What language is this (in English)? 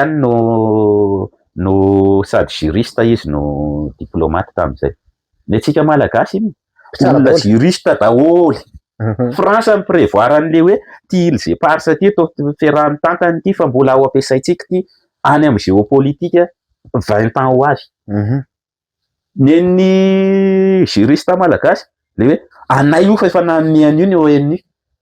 Malagasy